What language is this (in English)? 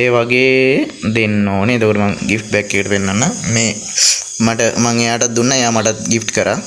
Sinhala